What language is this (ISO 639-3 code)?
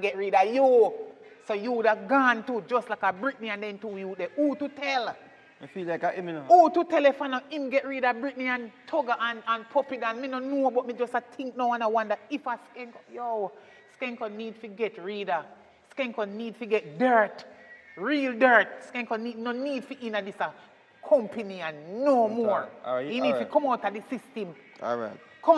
jam